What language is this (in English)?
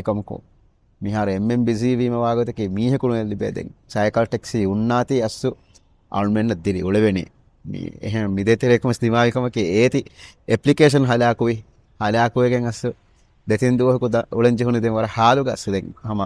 Divehi